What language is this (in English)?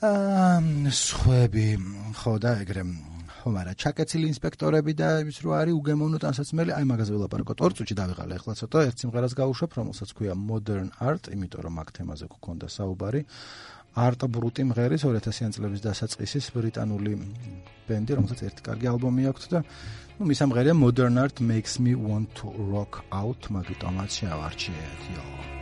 Georgian